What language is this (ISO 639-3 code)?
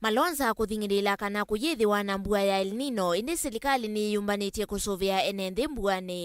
kam